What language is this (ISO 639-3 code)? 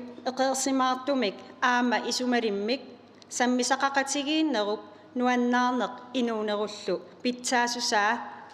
kal